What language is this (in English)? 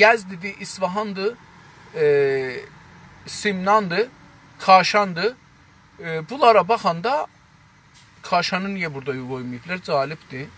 South Azerbaijani